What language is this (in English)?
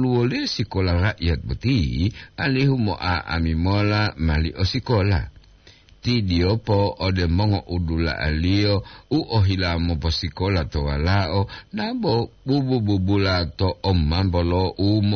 Gorontalo